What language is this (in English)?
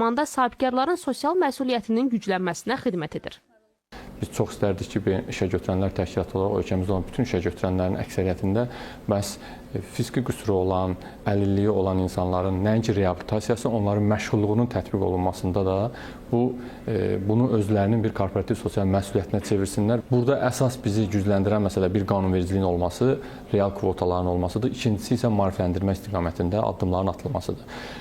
Azerbaijani